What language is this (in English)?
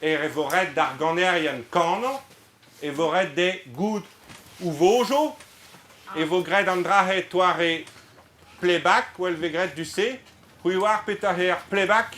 Breton